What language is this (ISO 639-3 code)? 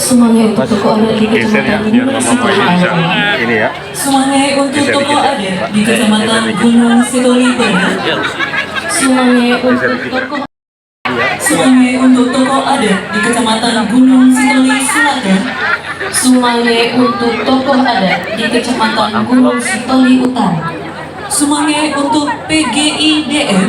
nia